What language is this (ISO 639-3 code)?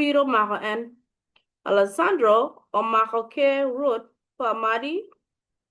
ach